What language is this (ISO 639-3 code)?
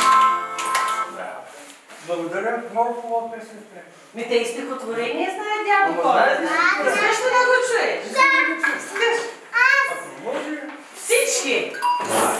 bul